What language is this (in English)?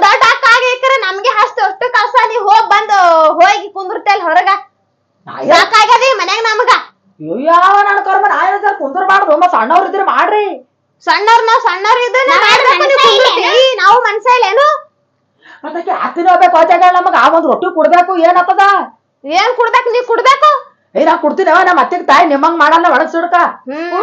Kannada